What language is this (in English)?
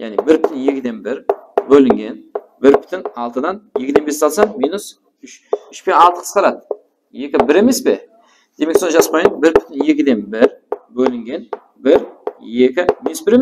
Kara-Kalpak